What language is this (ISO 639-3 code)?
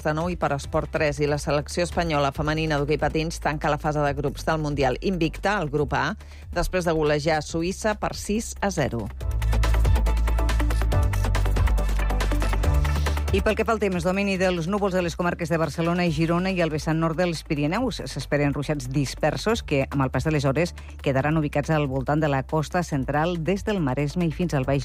cat